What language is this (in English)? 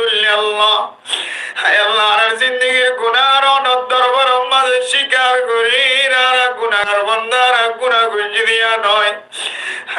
Rohingya